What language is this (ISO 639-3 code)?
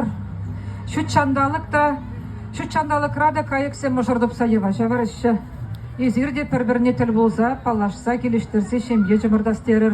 chv